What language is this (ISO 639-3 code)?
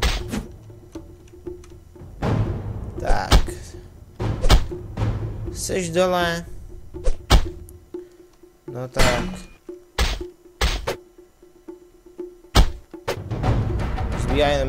ces